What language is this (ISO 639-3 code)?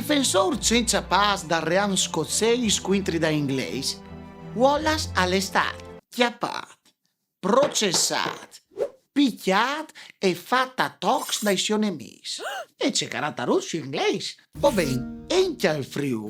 fur